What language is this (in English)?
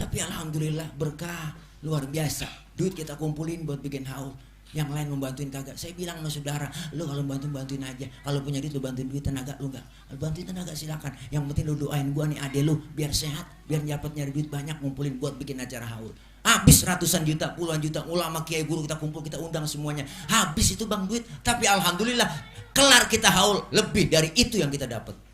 Betawi